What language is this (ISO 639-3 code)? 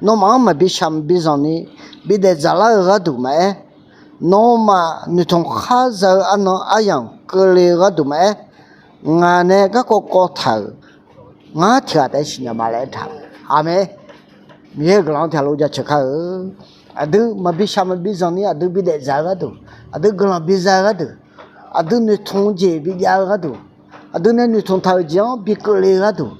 ahk